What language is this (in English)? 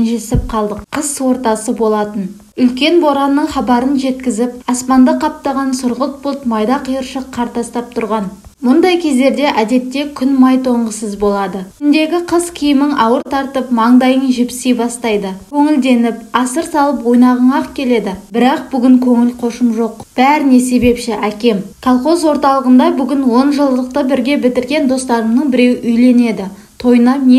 Kazakh